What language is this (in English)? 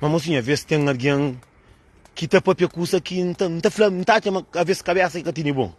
Kabuverdianu